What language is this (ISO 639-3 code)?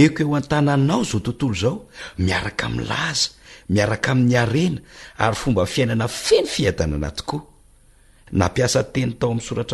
mlg